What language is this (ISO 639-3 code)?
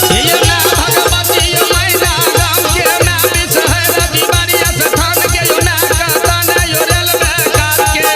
mai